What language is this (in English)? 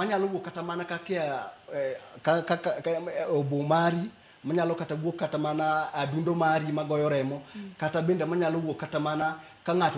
Luo (Kenya and Tanzania)